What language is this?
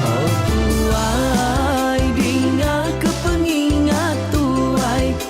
Iban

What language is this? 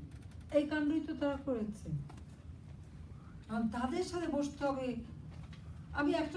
Bangla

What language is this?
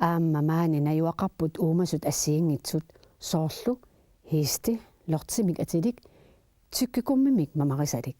Kalaallisut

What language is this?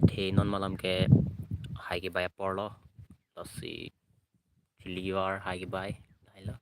Karbi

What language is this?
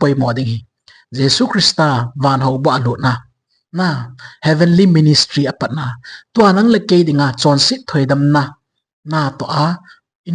Thado Chin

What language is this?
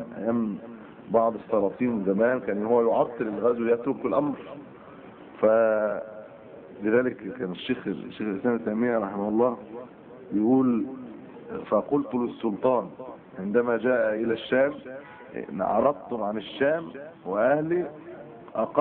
Arabic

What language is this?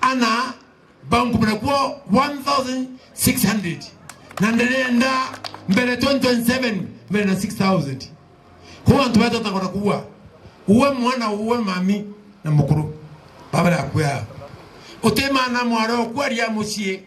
Meru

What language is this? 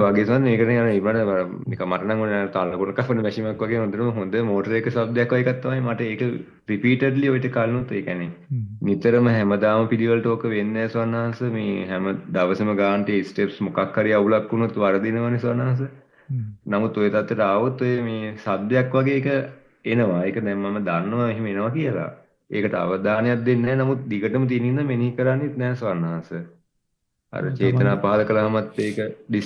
Sinhala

